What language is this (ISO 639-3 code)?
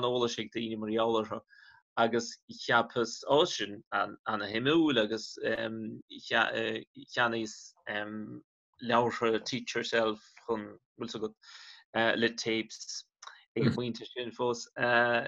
gle